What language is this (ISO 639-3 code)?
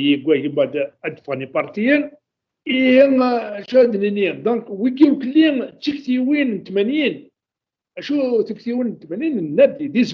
kab